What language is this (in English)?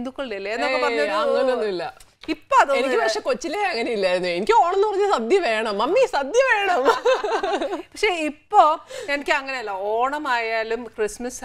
Malayalam